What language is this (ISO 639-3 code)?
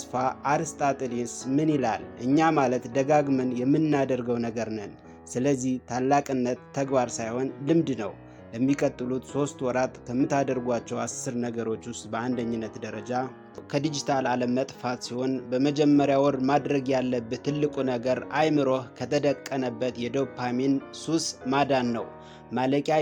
amh